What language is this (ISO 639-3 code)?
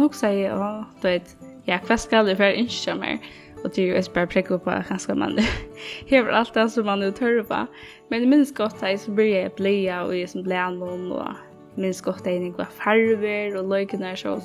fao